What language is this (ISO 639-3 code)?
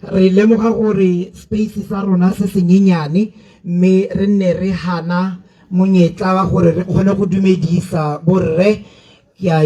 tsn